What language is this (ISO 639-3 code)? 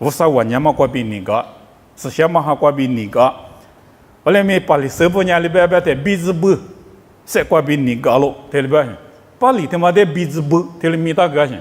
lis